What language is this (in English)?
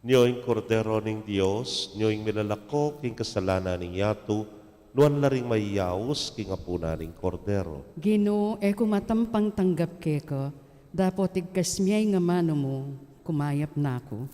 Pampanga